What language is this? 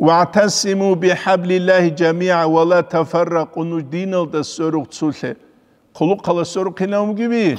Avaric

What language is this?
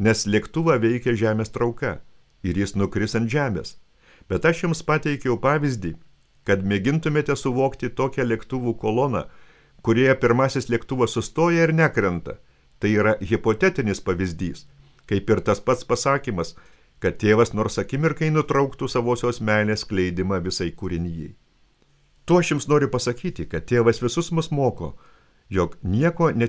Lithuanian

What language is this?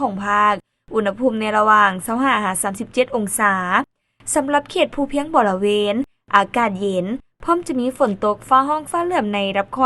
Lao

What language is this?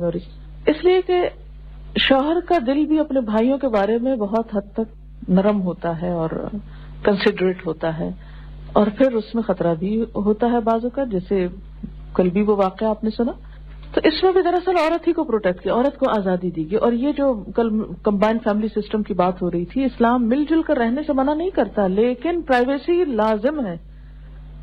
Urdu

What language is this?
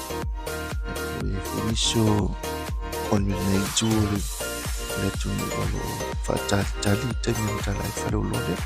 Samoan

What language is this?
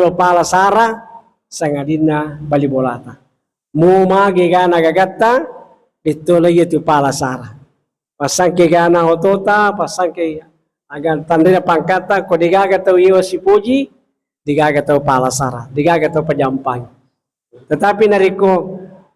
Buginese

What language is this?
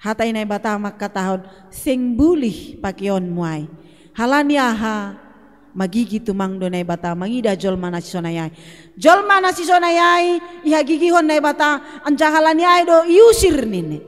Batak Simalungun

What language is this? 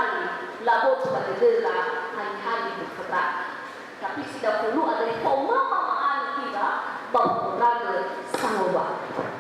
Nias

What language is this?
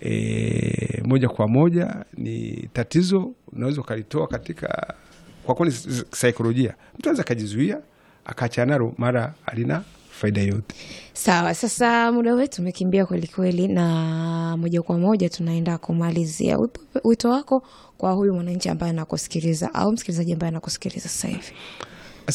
Swahili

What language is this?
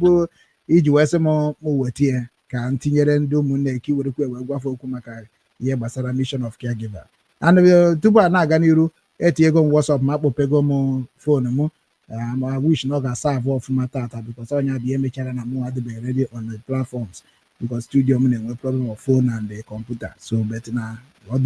Igbo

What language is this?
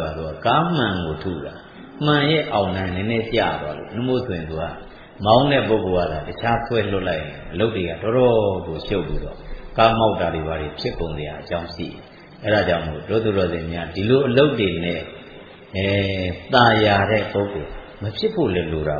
Burmese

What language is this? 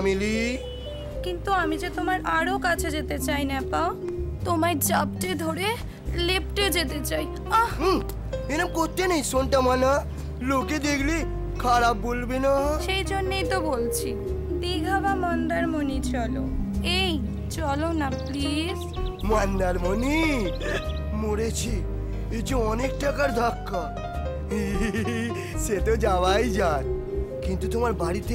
Bangla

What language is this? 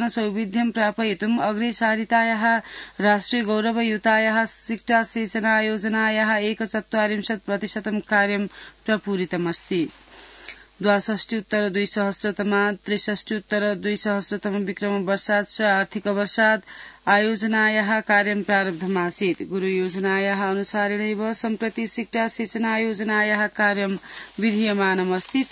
Sanskrit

